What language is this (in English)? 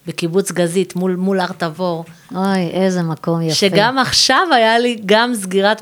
Hebrew